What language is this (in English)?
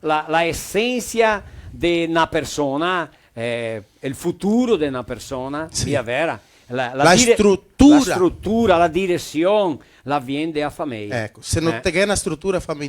Venetian